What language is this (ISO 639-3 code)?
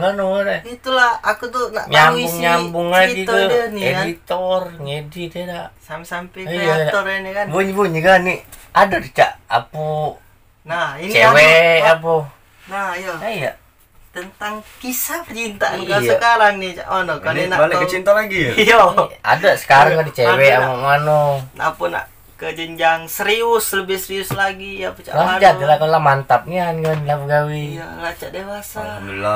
mui